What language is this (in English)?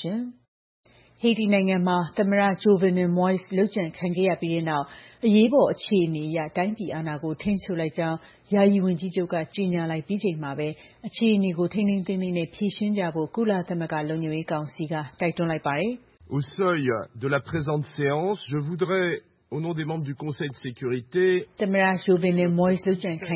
Burmese